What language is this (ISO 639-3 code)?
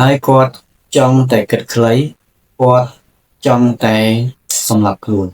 khm